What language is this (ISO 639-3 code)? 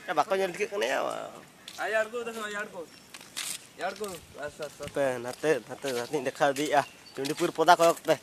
sat